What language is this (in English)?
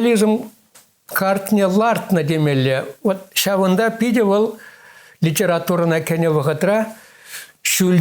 Chuvash